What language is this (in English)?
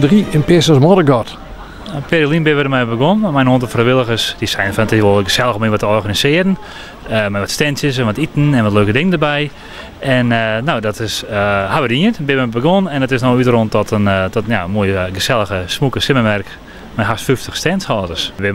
Western Frisian